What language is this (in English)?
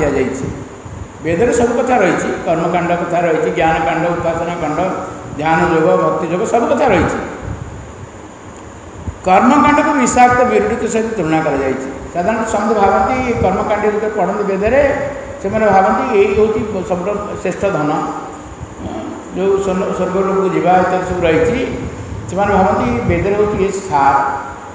Odia